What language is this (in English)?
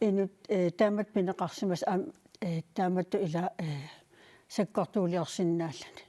Kalaallisut